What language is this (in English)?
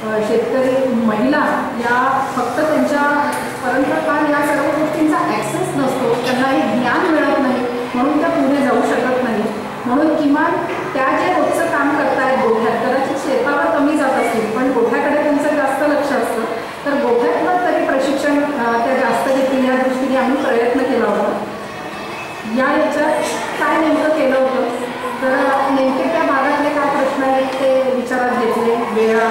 Marathi